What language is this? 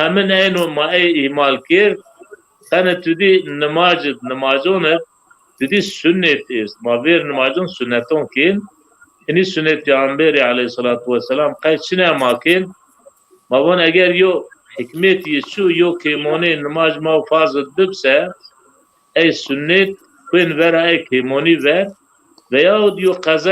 Zaza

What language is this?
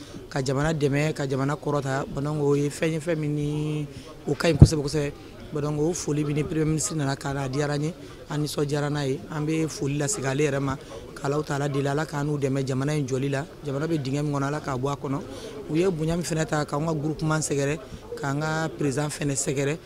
Bambara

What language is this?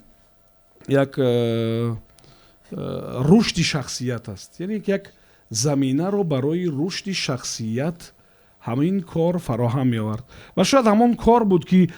Tajik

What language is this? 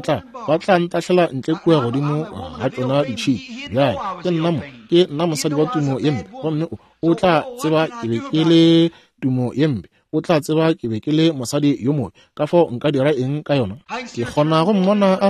Northern Sotho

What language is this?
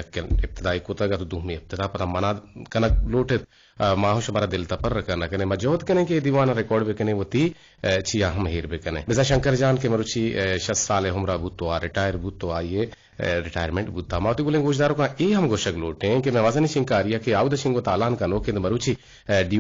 Eastern Balochi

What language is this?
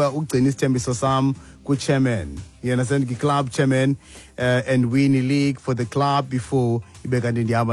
Xhosa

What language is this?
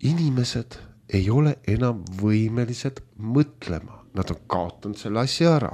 Estonian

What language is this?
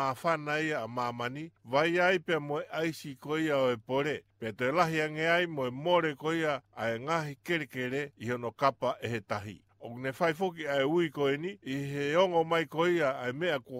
Tongan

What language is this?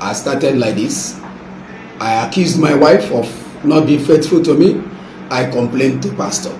Nigerian Pidgin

